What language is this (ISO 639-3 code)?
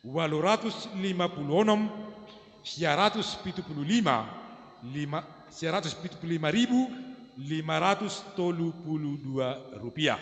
bts